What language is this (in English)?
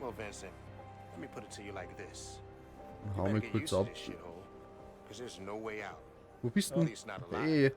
Bavarian